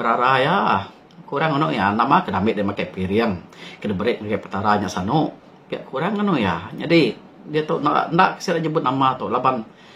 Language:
Iban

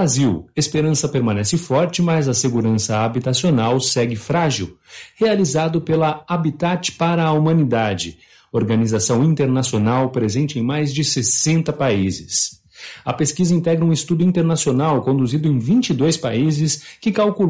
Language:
Portuguese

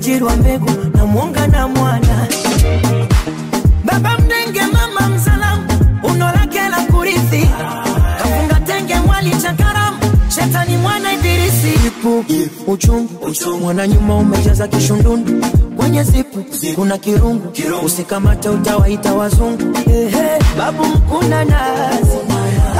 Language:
Swahili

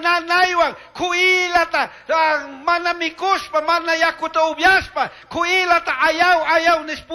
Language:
Chimborazo Highland Quichua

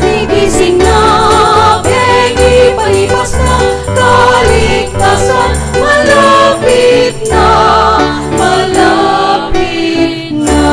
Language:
Pampanga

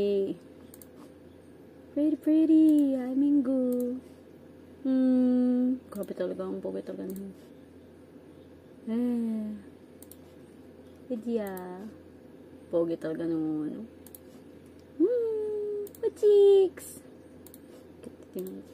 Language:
Filipino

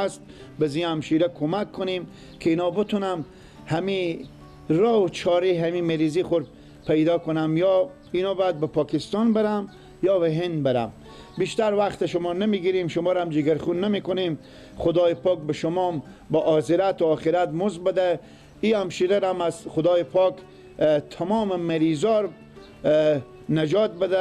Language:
Persian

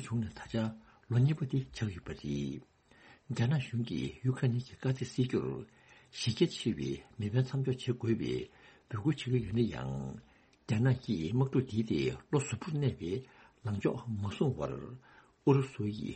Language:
Tibetan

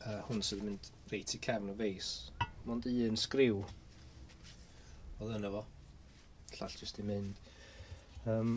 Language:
Welsh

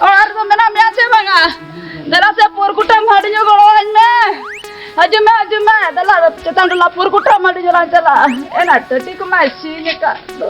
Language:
Santali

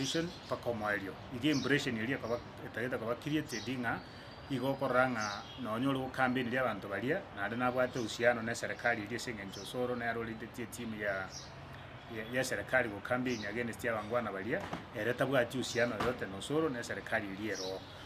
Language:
Gusii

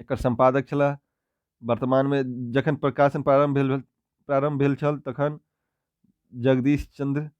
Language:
Maithili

